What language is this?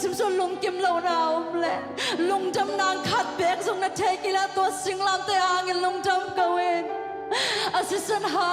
Tedim Chin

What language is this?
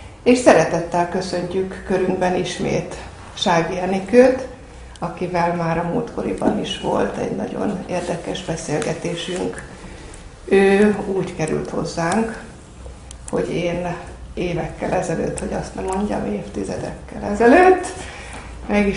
Hungarian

